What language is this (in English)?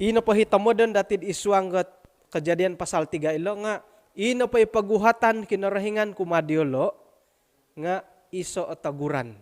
Central Dusun